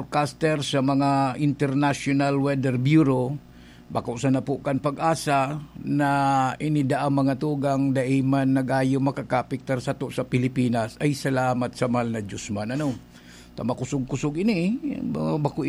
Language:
Bikol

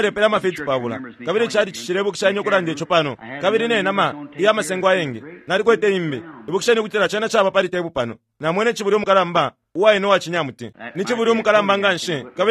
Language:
Bemba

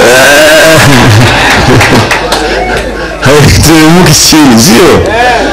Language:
Swahili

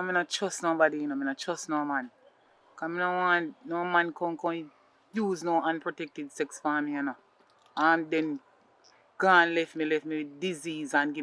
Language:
Jamaican Creole English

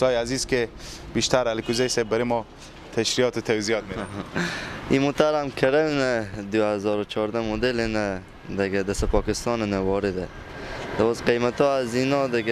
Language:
Persian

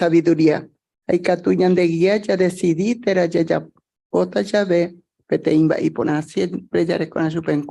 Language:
Guarani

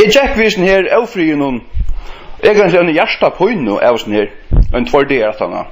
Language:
Faroese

